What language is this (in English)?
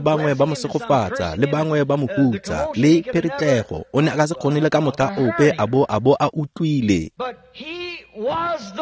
Tswana